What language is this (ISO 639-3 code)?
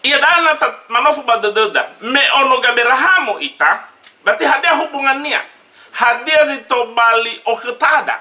nia